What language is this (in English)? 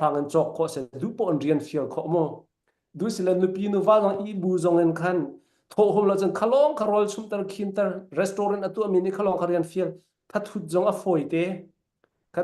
Falam Chin